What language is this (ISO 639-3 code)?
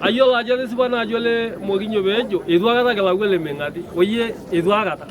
mas